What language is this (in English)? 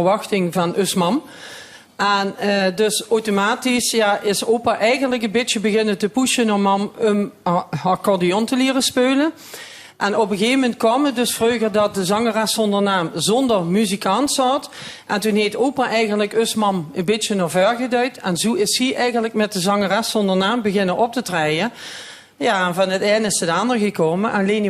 Limburgish